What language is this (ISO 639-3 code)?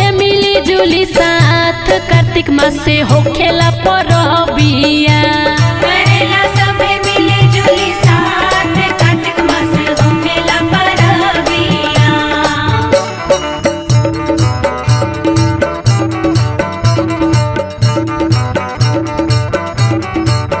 bho